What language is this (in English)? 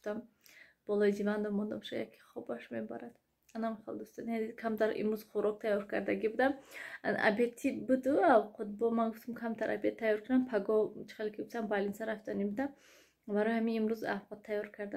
Tajik